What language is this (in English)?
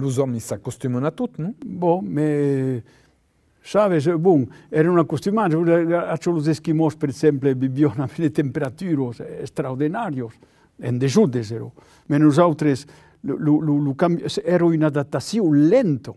Occitan